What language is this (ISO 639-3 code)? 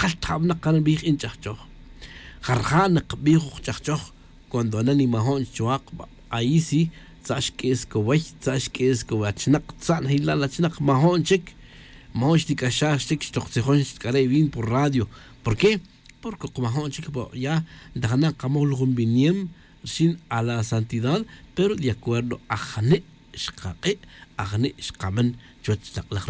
tzj